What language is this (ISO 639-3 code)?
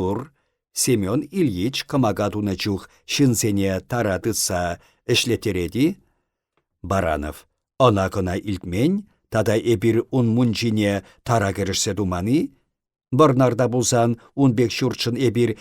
chv